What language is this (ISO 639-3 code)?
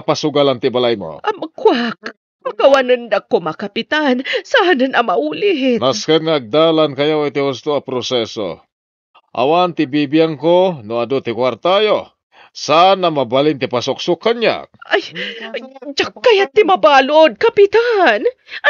ilo